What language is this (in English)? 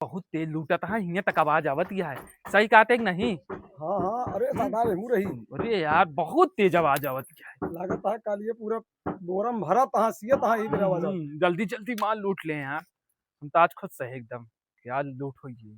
Awadhi